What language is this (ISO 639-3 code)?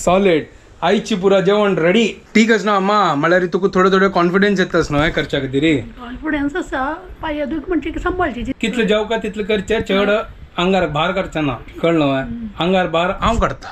kok